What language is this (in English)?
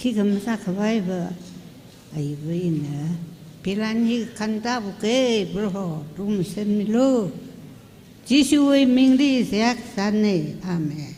Tangkhul Naga (India)